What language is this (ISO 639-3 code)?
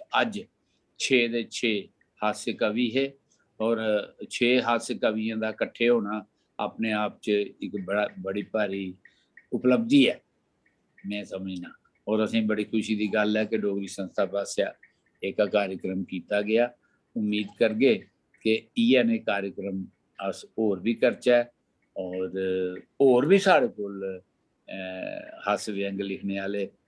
doi